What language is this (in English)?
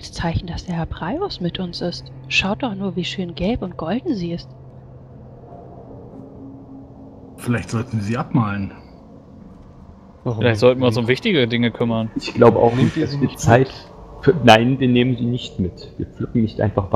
German